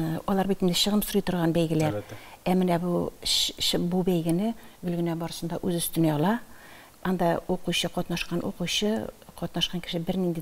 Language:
Tatar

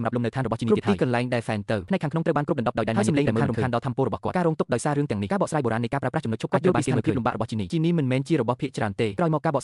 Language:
Khmer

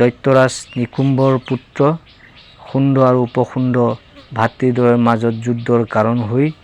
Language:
Assamese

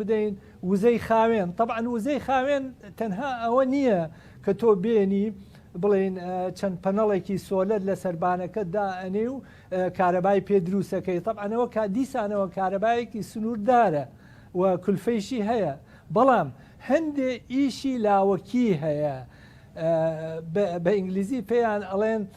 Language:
Central Kurdish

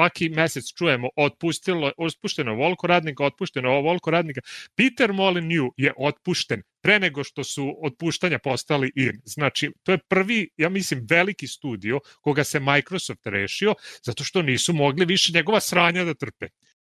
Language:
Serbian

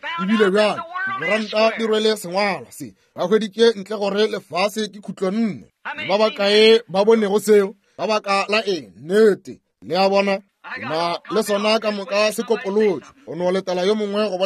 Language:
Northern Sotho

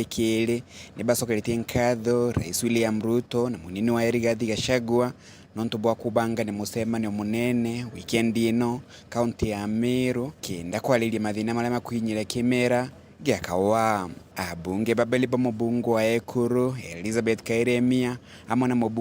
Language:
Meru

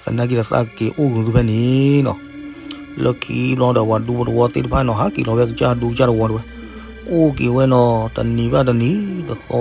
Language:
S'gaw Karen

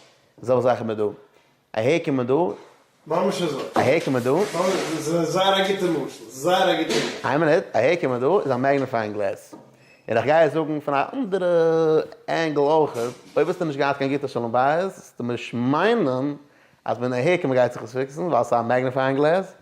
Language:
Yiddish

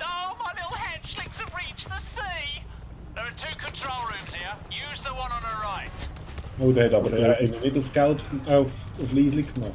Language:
Swiss German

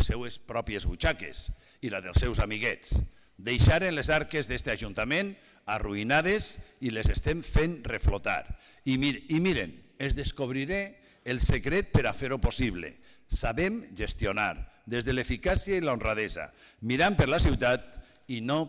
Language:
Catalan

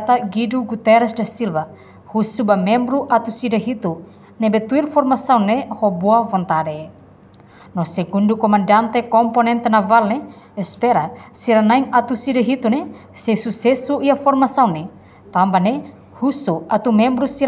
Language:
Tetum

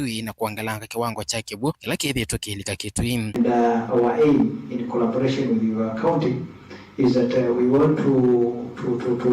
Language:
Kamba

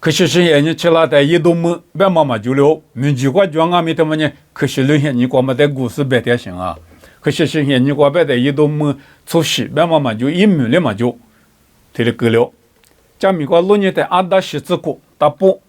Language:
Lisu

